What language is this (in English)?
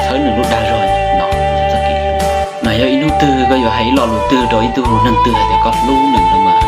Hmong